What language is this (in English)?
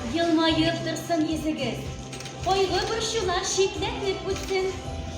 Tatar